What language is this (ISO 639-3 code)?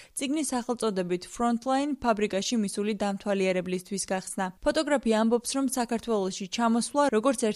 kat